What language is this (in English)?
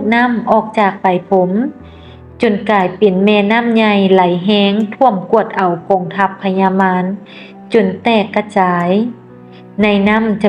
Lao